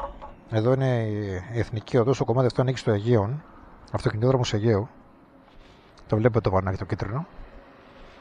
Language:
Greek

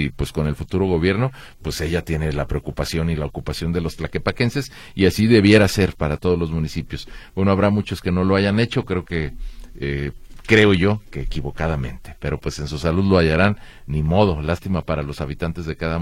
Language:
Spanish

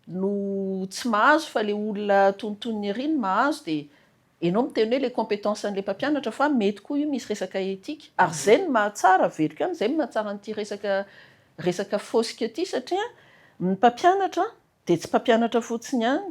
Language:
Malagasy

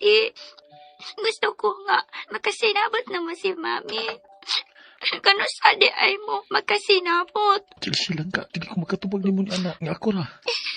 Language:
Cebuano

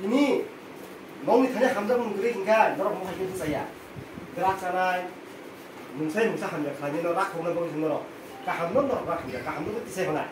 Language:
Kok Borok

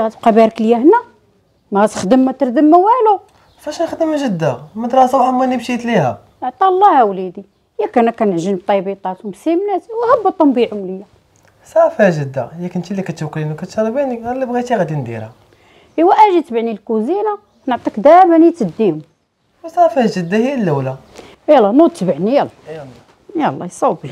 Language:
Moroccan Arabic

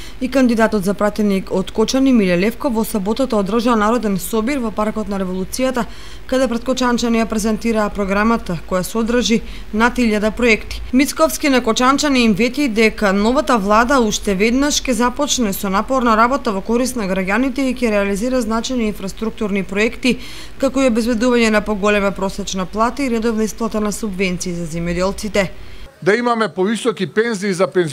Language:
Macedonian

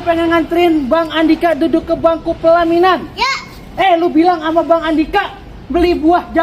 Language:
Betawi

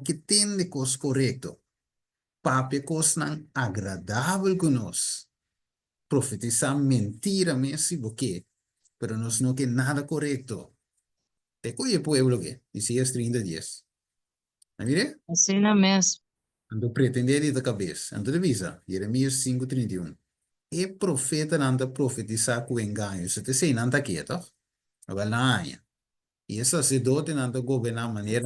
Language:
Papiamento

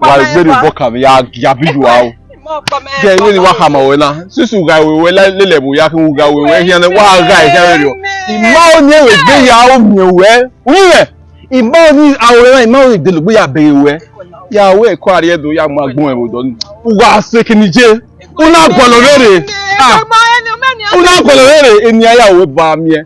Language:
Bini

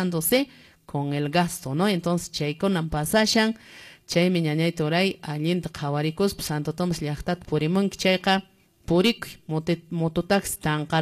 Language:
Quechua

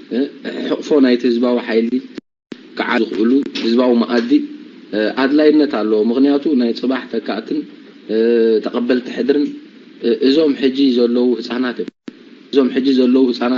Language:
Tigrinya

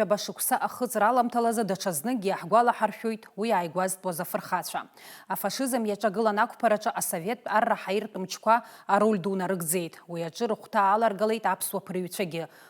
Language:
Abkhazian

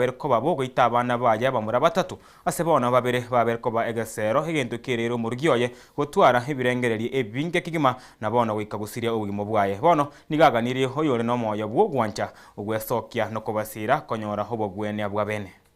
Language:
Gusii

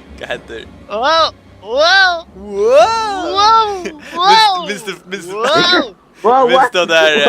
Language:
Faroese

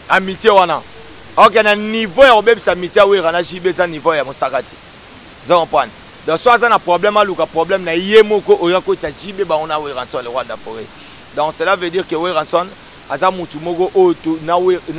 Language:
Lingala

